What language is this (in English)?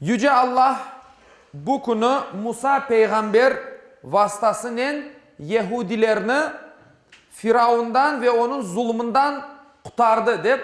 Crimean Tatar